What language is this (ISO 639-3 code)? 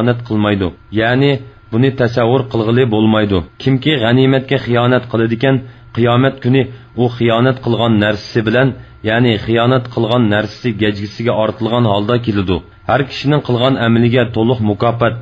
uig